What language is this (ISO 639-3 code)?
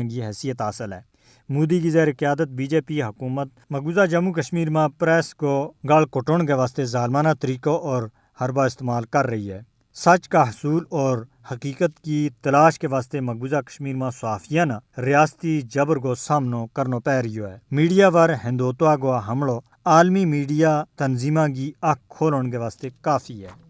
gju